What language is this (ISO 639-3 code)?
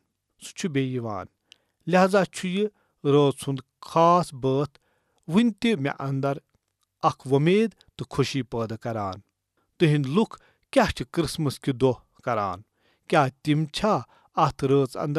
kas